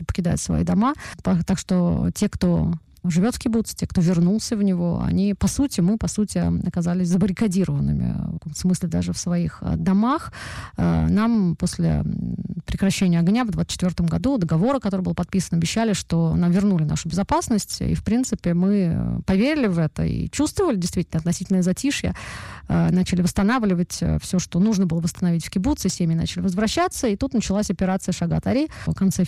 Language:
Russian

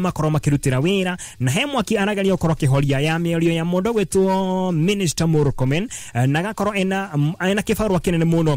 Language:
Kikuyu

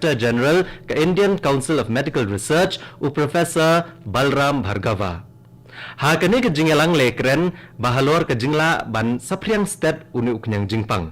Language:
Khasi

